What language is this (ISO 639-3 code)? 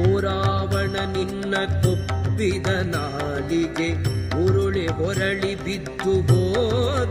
kan